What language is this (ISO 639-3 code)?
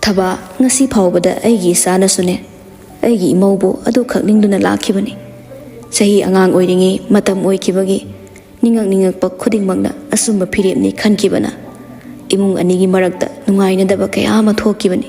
mni